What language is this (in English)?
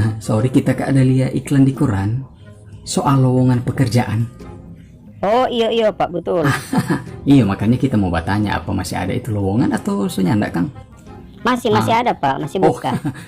Manado Malay